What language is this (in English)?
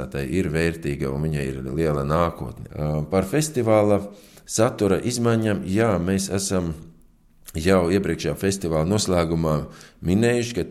Latvian